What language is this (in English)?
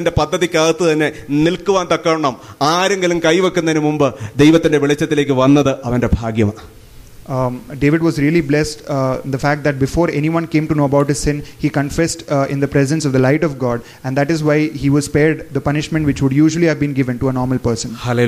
Malayalam